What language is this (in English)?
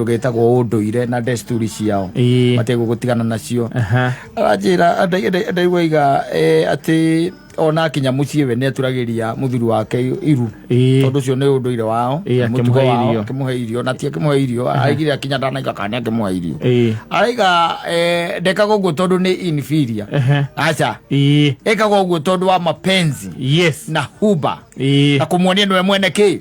Kikuyu